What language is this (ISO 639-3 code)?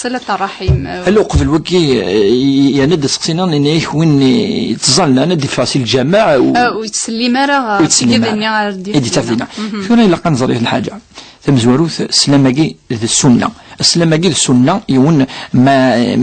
kab